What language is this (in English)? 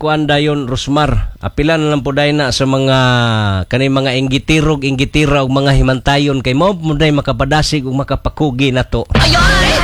Cebuano